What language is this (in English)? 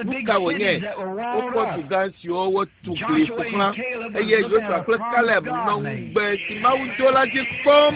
Ewe